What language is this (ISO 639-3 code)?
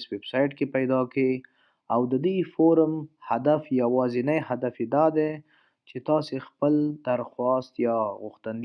pus